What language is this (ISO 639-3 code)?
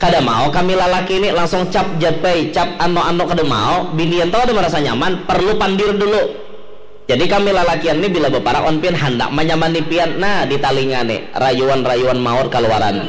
bjn